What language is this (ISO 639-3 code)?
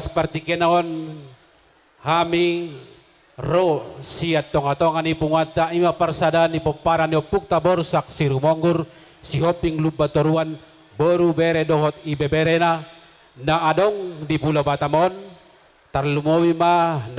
bbc